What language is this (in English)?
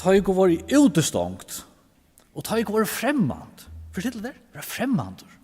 Faroese